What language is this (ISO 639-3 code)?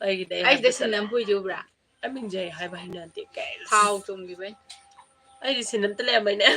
mni